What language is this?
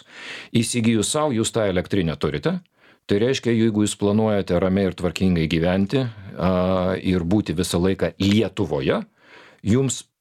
Lithuanian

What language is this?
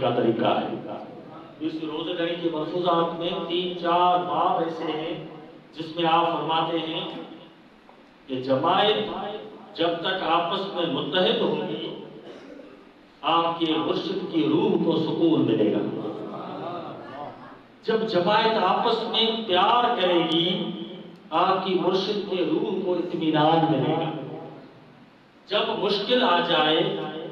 Urdu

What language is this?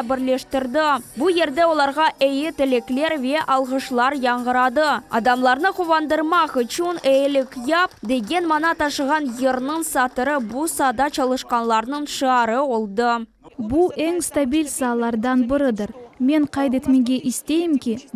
Crimean Tatar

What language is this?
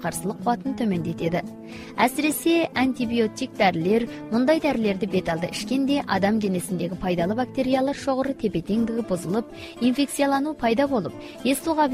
Kazakh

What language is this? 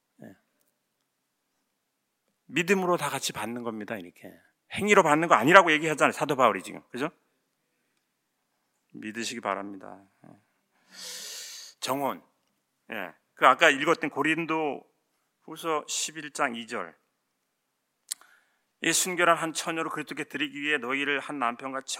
Korean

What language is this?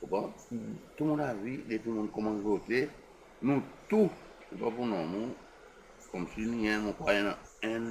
Seselwa Creole French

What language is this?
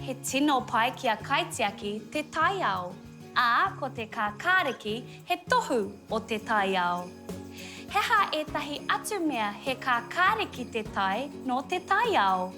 Māori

